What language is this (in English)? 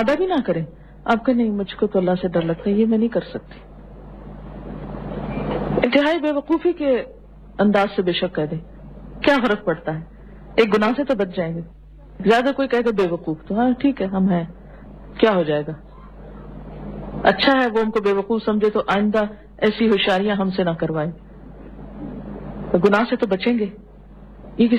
Urdu